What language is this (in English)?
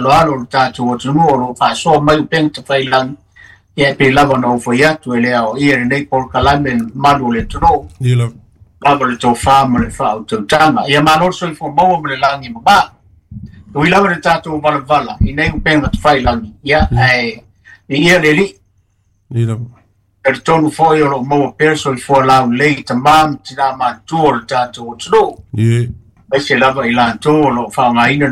Samoan